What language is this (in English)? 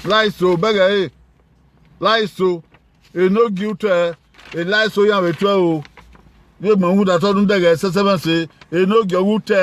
Bini